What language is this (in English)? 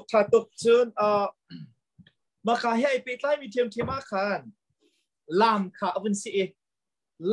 Thai